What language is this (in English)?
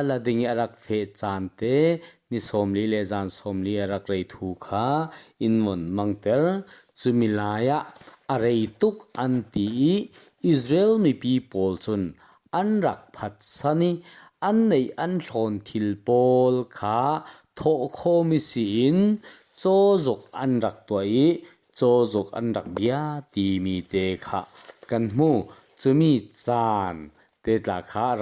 Falam Chin